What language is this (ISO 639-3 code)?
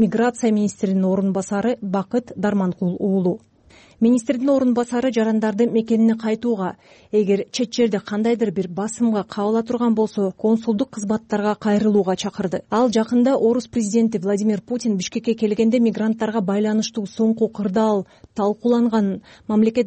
kir